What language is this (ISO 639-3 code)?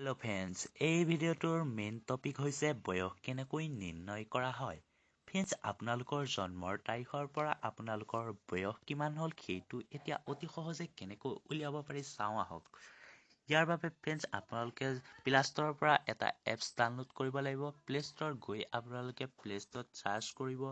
asm